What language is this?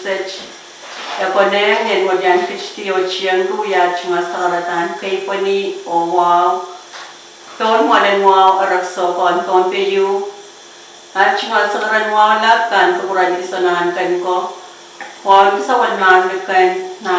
Pohnpeian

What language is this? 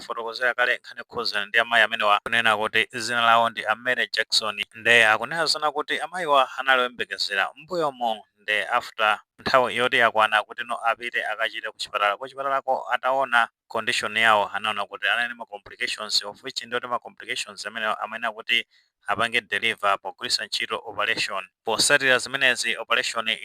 Nyanja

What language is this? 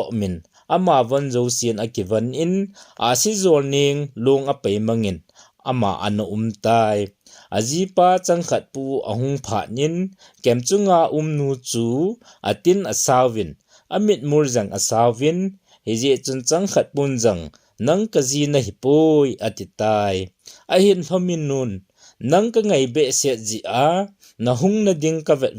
Thado Chin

